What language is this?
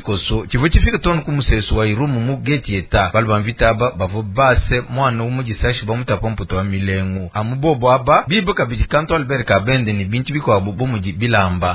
Luba-Lulua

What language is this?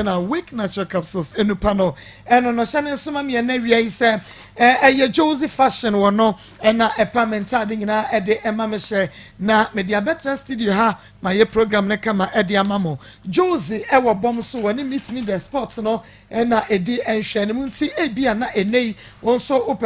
Akan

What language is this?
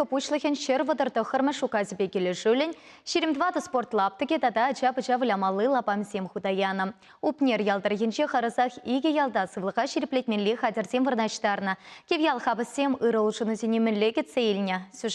Chuvash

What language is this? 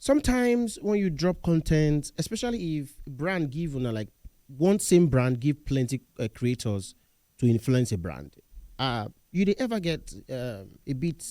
Nigerian Pidgin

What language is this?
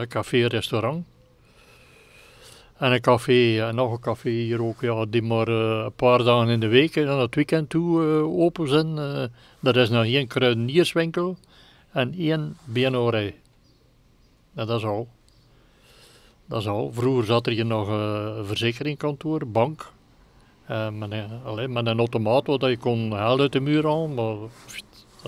Dutch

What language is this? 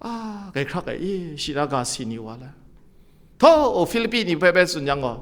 Kachin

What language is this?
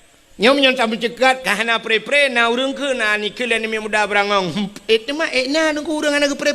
Achinese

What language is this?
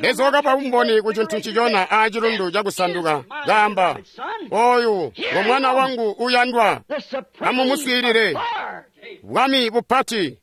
Tonga (Zambia)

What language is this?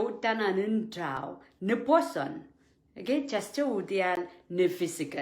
Pohnpeian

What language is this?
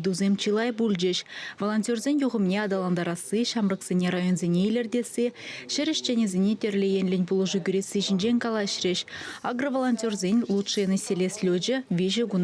Chuvash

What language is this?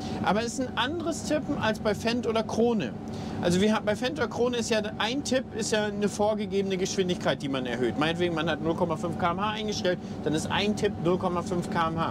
German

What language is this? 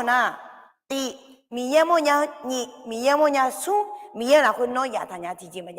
Akha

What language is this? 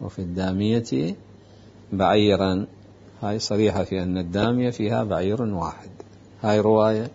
Mesopotamian Arabic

